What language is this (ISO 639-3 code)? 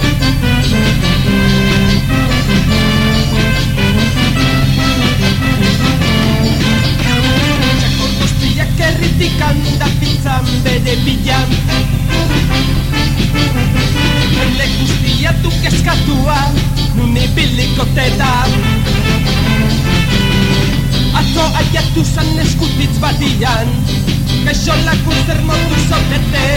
eus